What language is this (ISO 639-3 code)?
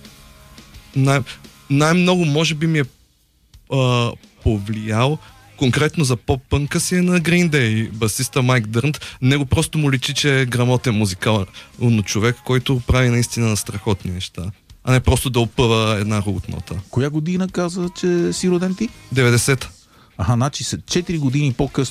bul